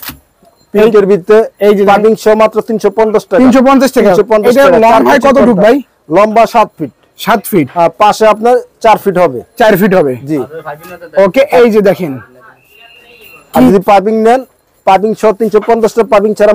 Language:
Bangla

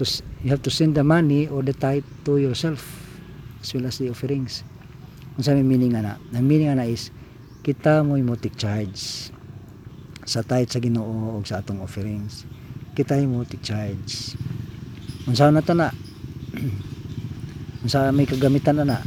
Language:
Cebuano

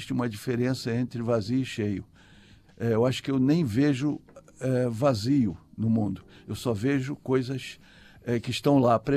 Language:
Portuguese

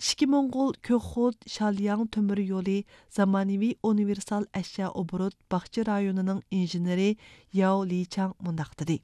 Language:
Uyghur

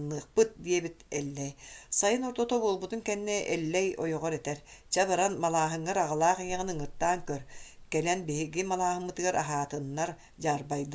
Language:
Yakut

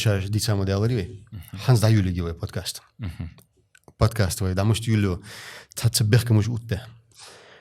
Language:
Ingush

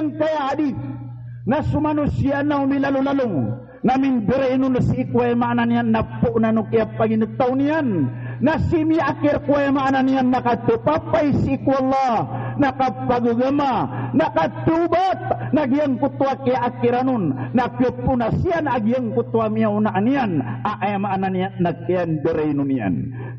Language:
Maranao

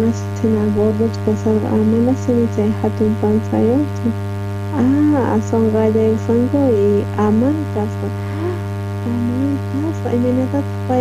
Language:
South Bolivian Quechua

